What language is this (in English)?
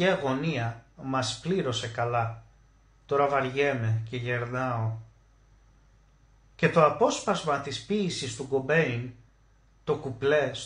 Greek